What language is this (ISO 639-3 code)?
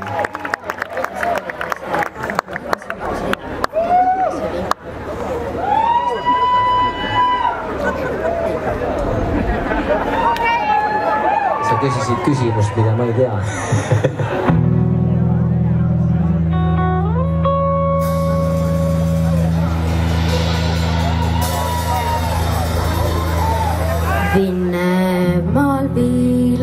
est